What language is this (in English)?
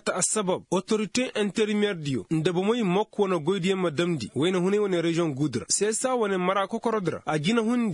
Koyraboro Senni